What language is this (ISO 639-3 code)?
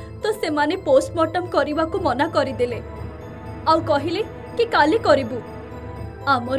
ori